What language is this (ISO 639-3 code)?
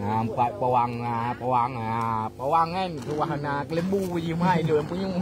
ace